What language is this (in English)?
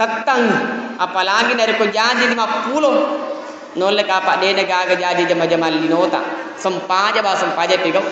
Buginese